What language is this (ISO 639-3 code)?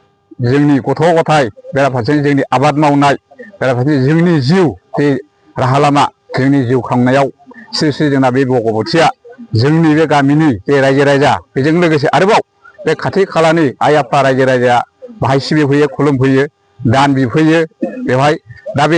brx